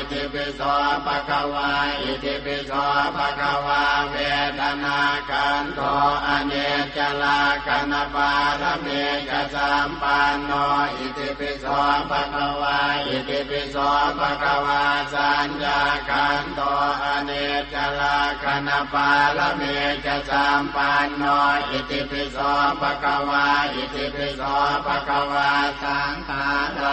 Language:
Pali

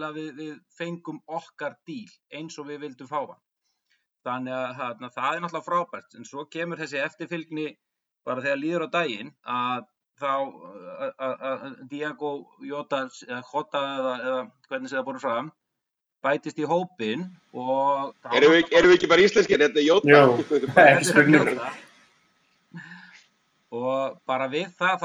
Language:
Icelandic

